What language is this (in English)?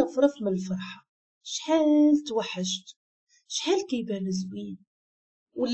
Moroccan Arabic